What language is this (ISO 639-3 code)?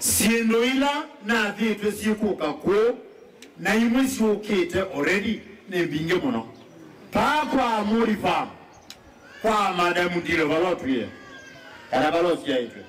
kam